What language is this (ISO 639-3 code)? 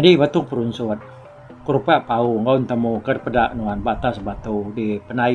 iba